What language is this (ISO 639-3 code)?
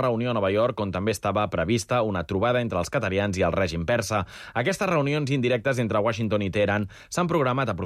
cat